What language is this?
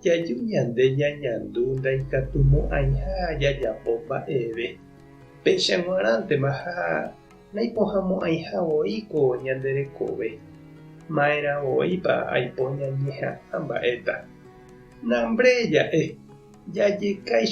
Guarani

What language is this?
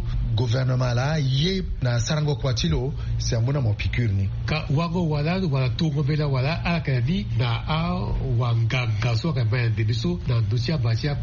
Sango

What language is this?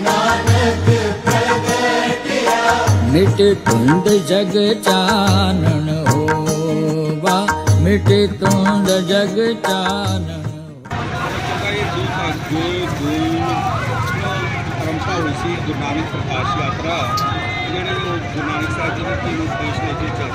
Punjabi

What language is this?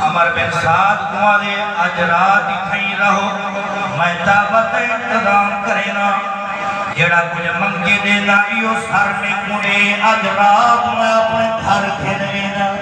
Saraiki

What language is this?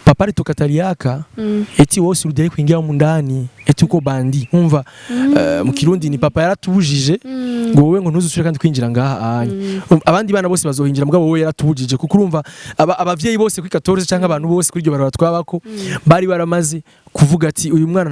Rundi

